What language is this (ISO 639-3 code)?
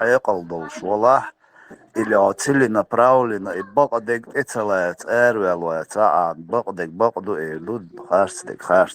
che